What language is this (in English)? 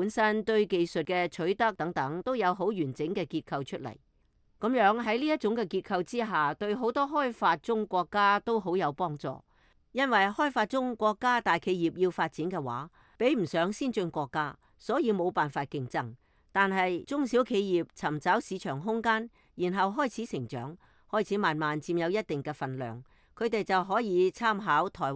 Cantonese